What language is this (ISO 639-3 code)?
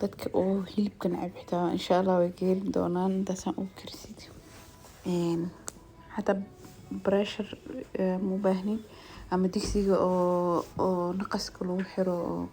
som